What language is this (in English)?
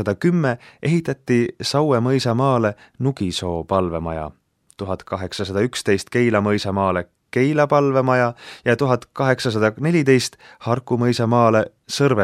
Estonian